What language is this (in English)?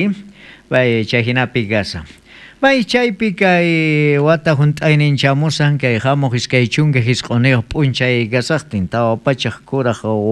South Bolivian Quechua